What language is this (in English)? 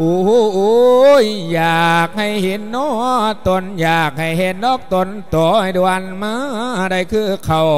Lao